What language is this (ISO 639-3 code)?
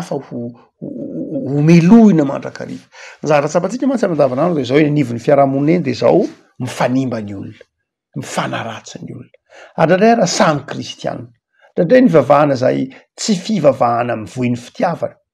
mlg